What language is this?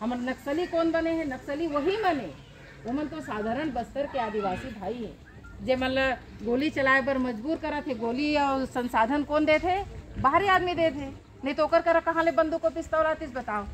Chhattisgarhi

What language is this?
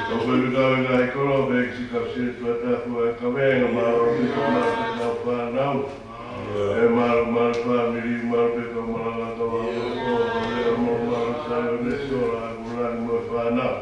Tongan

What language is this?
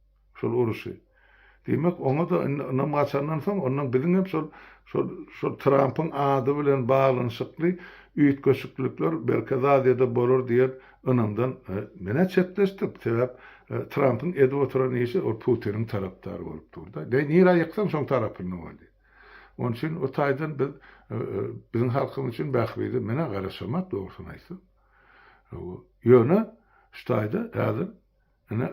Turkmen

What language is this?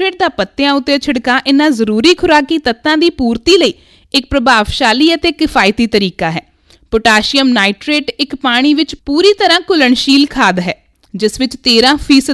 Punjabi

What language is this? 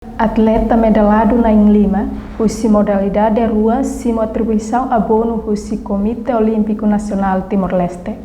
Tetum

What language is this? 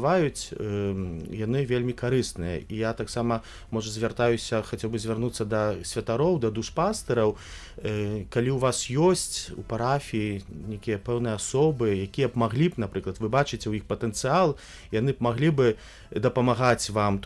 Belarusian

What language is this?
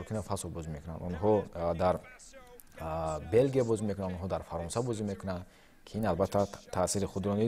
Tajik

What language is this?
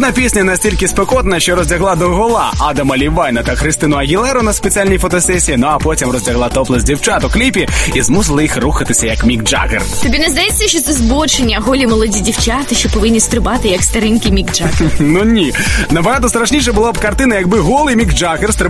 Ukrainian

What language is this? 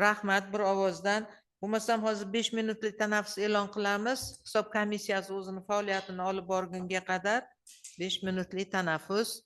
Uzbek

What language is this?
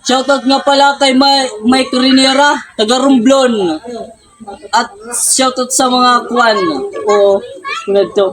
Waray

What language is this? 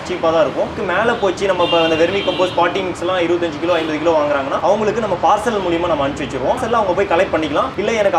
Tamil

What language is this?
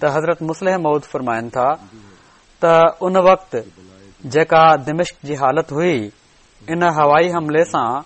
Sindhi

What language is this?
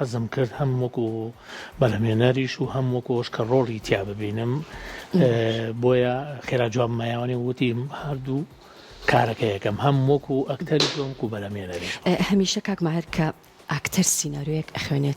Central Kurdish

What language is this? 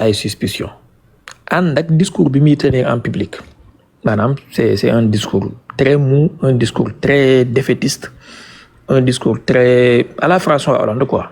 Wolof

